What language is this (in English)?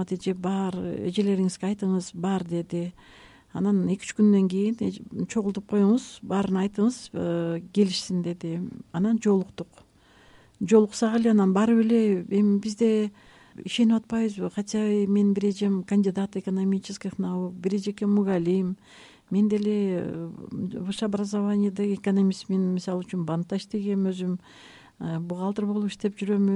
Kyrgyz